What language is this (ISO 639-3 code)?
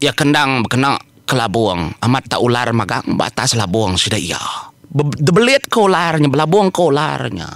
iba